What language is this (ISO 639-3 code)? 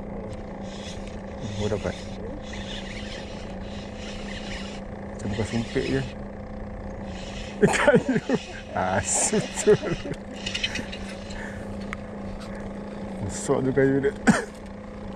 msa